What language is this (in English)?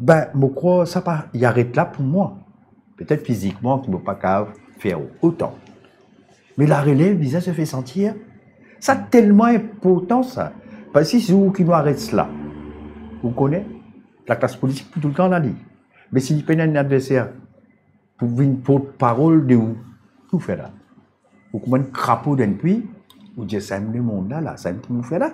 Morisyen